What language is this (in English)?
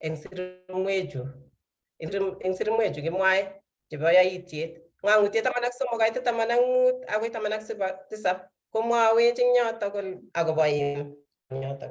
Kalenjin